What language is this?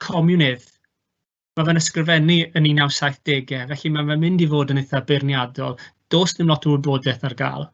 Welsh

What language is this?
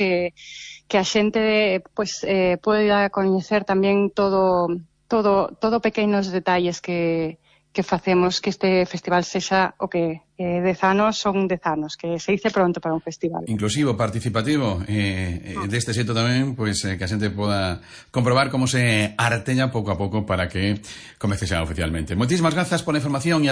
Galician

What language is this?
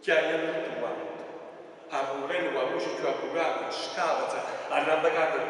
Neapolitan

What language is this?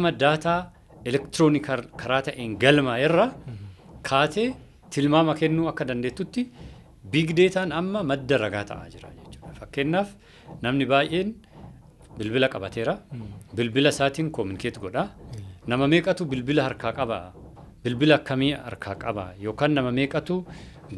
Oromo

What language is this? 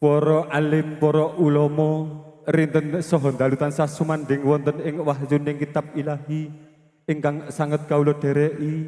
Javanese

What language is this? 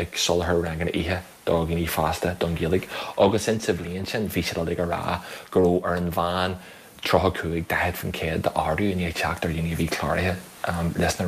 Irish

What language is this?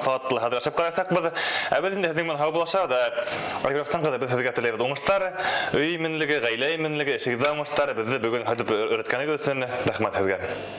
Bashkir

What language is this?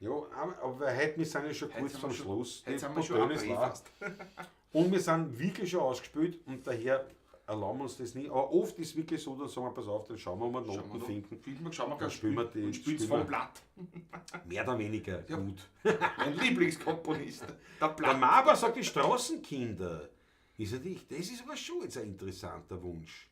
Bavarian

